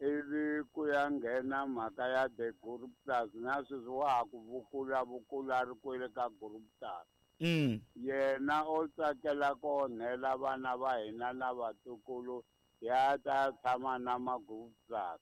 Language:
Tsonga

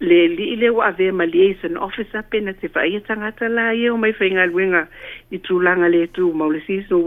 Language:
Samoan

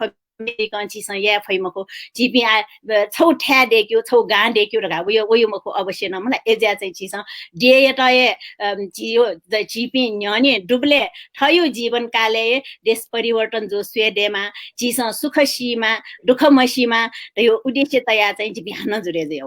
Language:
Newari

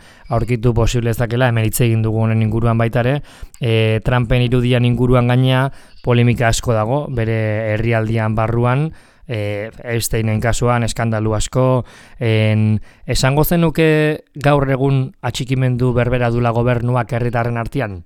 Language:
Basque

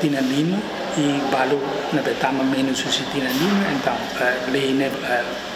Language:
Tetum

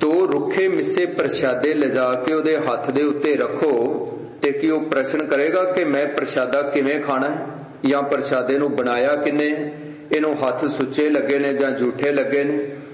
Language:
Punjabi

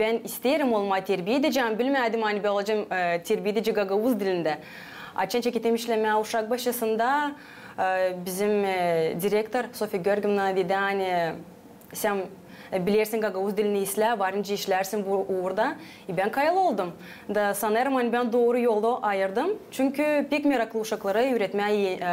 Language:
Gagauz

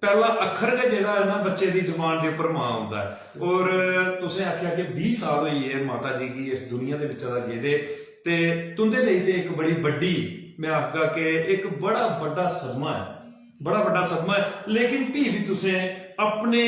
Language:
Dogri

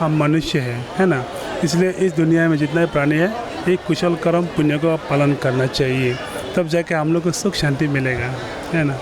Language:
Kok Borok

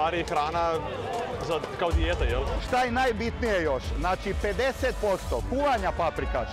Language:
Serbian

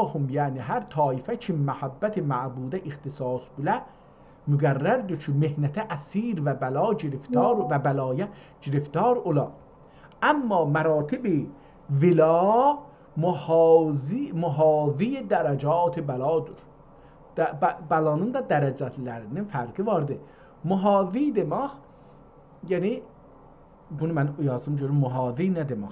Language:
South Azerbaijani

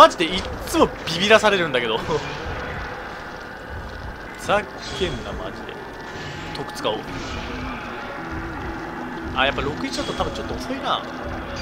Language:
Japanese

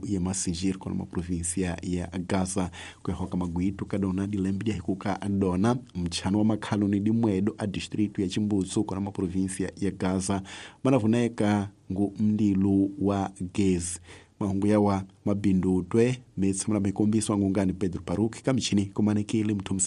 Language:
Tsonga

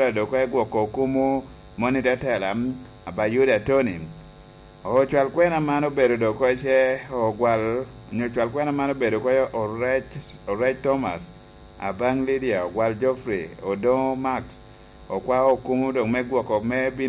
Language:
Lango (Uganda)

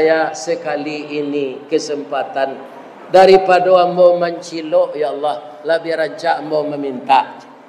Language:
Minangkabau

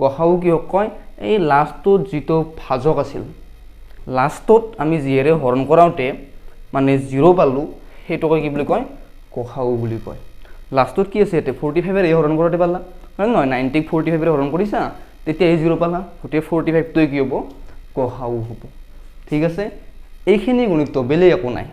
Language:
Assamese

